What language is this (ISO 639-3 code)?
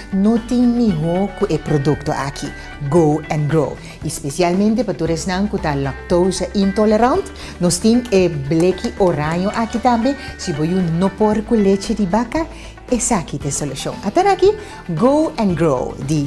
pap